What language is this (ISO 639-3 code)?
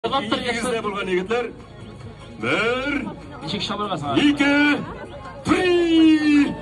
tat